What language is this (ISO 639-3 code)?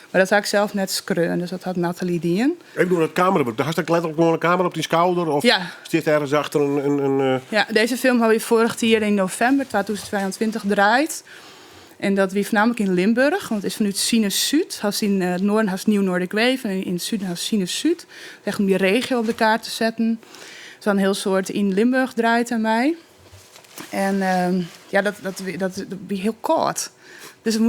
fry